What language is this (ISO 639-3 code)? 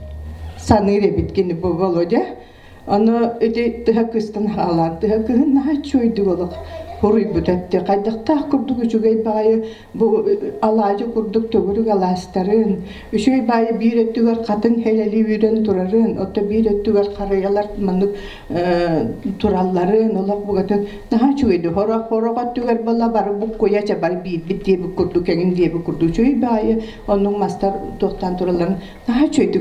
sah